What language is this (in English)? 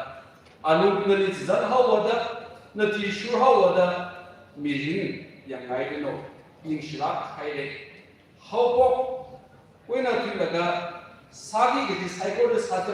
Tangkhul Naga (India)